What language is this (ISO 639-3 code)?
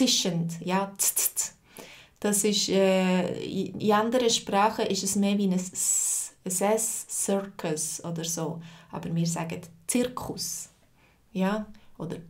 gsw